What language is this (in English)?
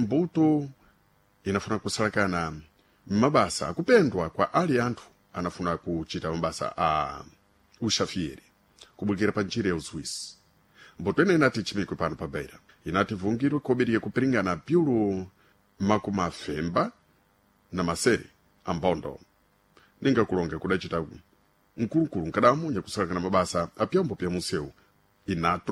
Sena